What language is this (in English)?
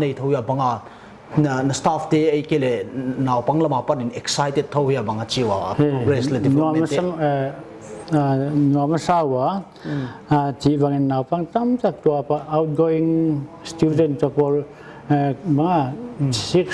Paite Chin